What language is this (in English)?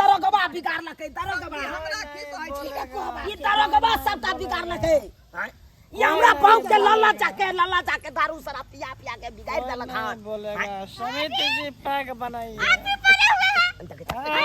Maithili